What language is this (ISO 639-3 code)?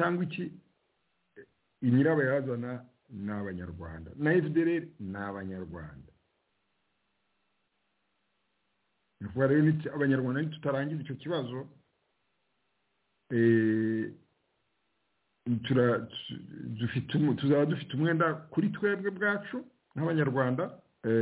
kin